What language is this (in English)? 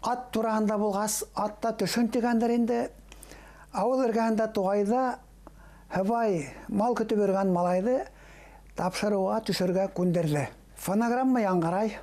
Bashkir